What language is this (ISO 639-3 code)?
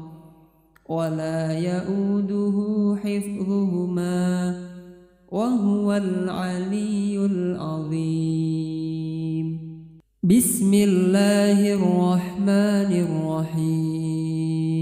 ara